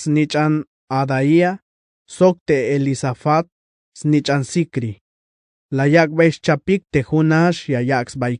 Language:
Tzeltal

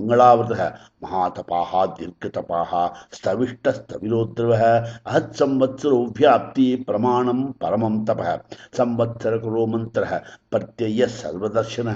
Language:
Sanskrit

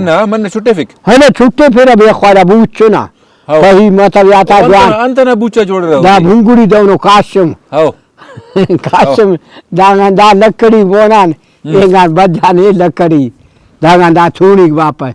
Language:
Brahui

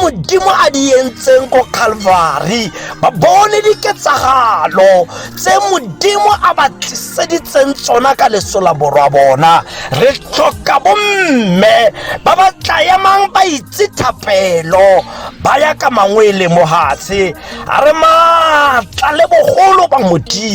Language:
Tswana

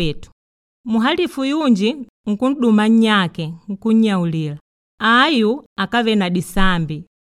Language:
Makonde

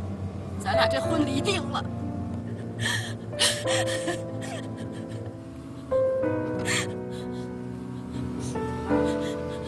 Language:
Chinese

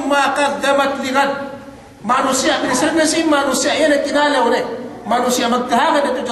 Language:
Yakan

